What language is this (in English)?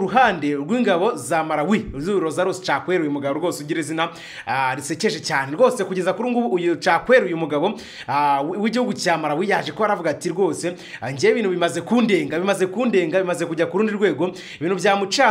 Kinyarwanda